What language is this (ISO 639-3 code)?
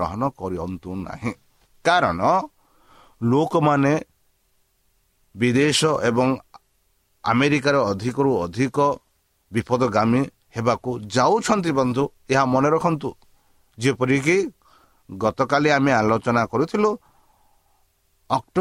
ori